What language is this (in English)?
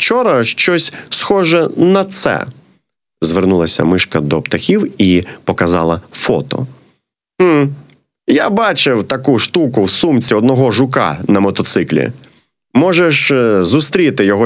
Ukrainian